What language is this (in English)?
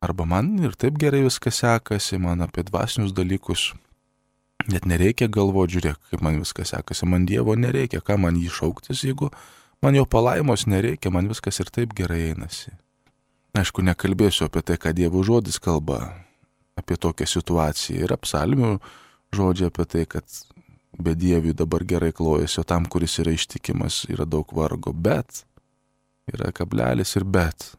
Lithuanian